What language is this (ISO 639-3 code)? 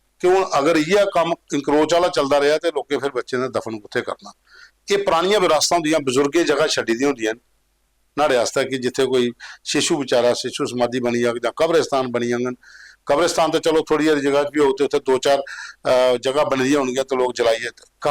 doi